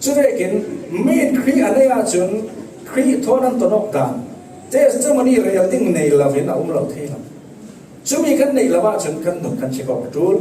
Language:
Falam Chin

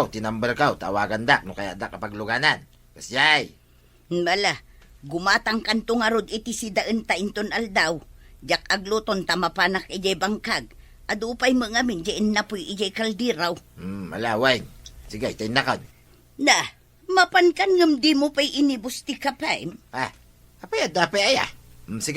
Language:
Iloko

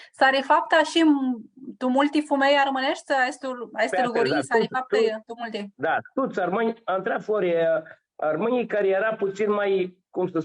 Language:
Aromanian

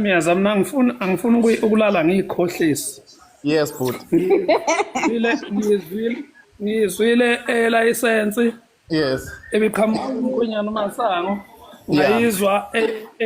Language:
Zulu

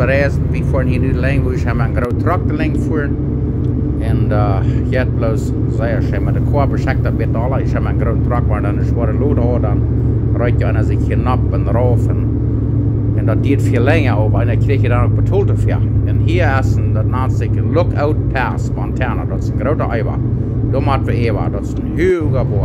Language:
Plautdietsch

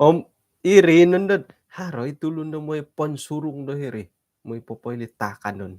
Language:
Central Dusun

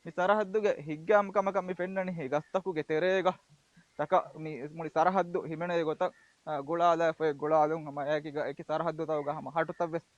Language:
Divehi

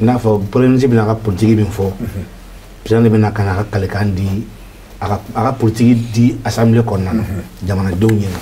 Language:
Bambara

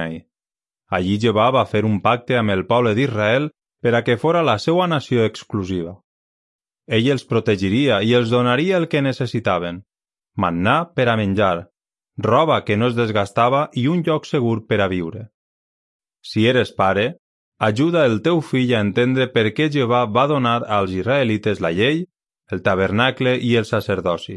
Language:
Catalan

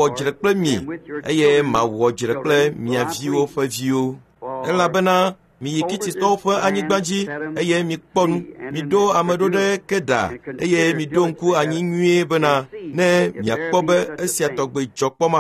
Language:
Ewe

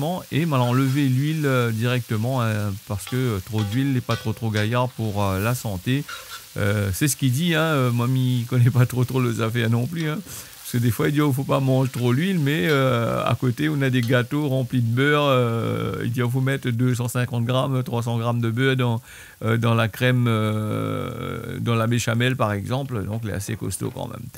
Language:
Réunion Creole French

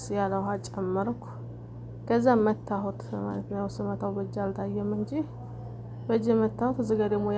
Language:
Amharic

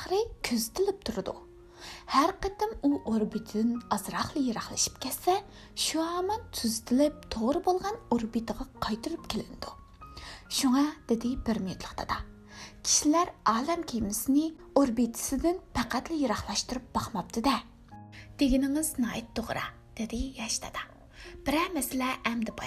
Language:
Uyghur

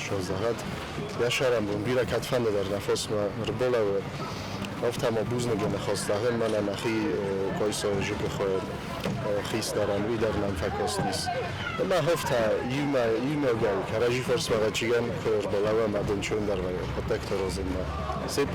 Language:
Ossetic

